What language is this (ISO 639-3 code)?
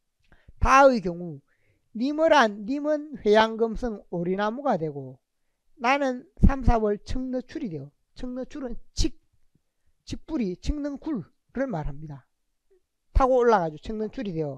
kor